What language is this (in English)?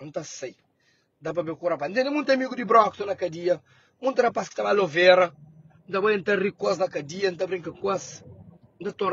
Kabuverdianu